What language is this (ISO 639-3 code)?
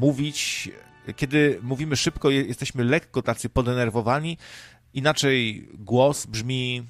pol